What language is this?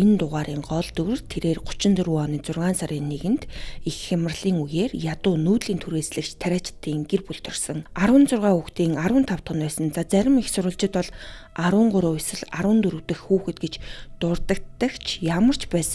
Mongolian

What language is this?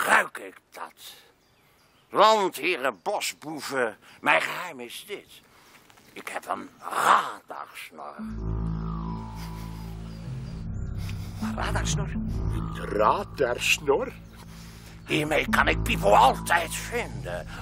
Dutch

